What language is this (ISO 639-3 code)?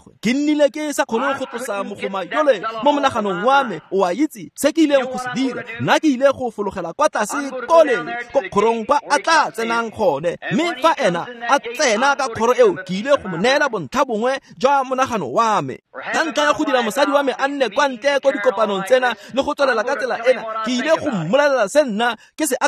tsn